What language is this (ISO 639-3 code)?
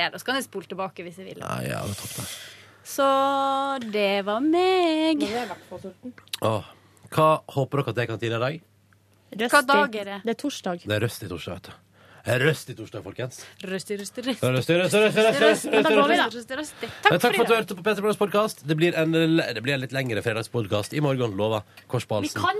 nor